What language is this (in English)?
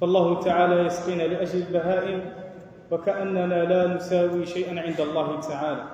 Algerian Arabic